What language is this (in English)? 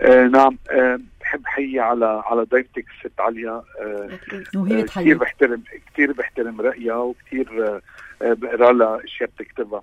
North Levantine Arabic